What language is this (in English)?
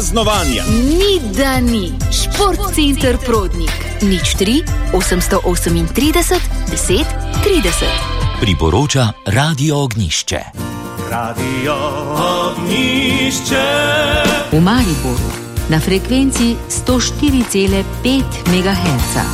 Slovenian